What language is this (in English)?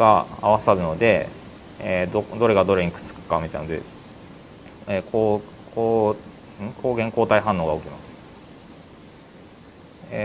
Japanese